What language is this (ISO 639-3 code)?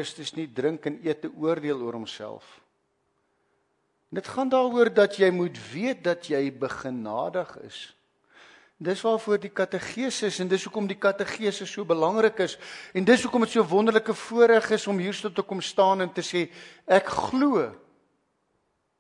afr